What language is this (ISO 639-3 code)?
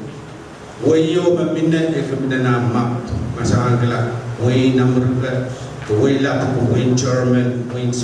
pon